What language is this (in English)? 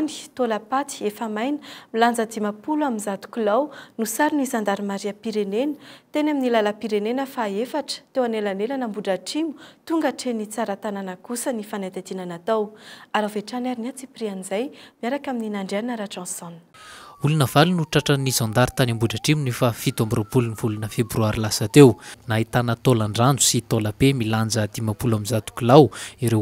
Malagasy